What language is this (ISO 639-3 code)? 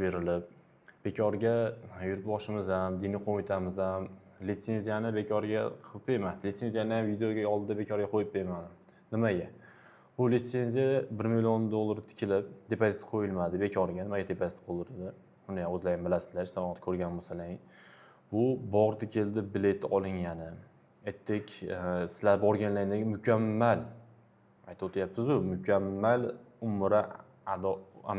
uzb